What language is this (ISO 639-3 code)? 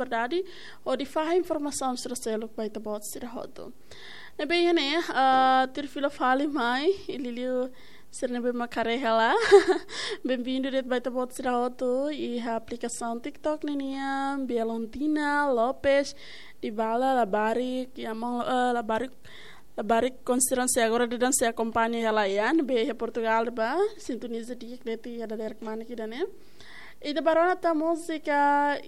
tet